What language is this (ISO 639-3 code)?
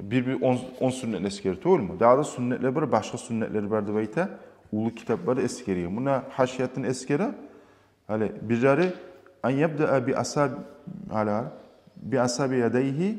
kum